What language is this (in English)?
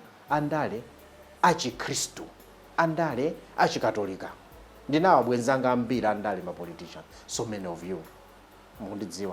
Nyanja